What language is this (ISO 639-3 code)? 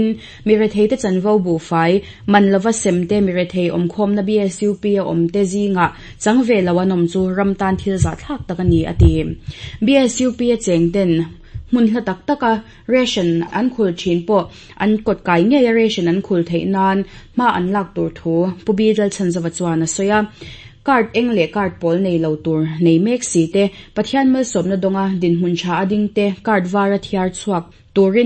lus